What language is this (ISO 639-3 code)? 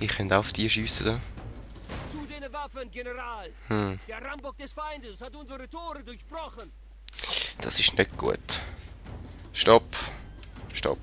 gsw